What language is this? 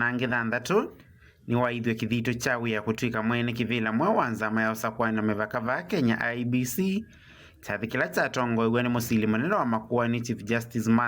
Kamba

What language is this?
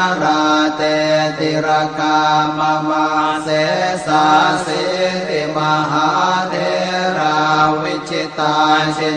Pali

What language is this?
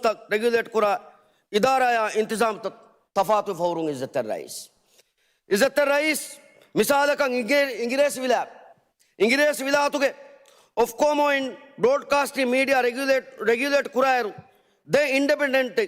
Divehi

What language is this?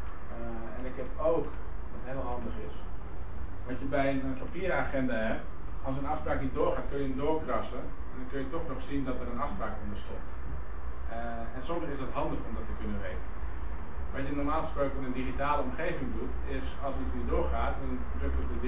Dutch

